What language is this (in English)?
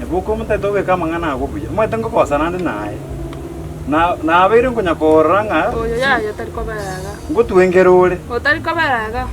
Gusii